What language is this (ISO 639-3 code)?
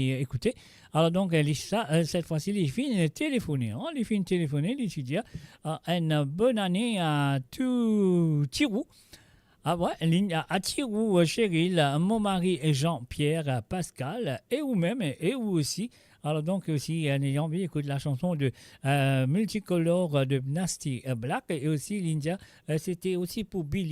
mfe